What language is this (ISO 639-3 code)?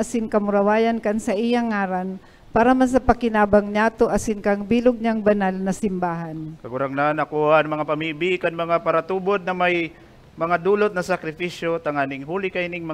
bik